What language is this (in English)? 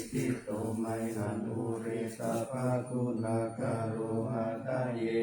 Pali